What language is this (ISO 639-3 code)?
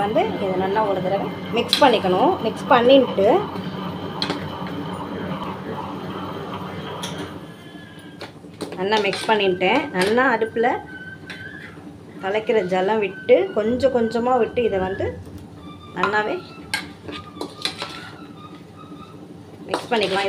tam